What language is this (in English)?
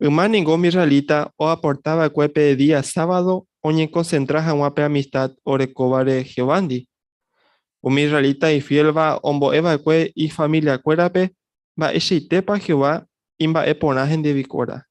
Guarani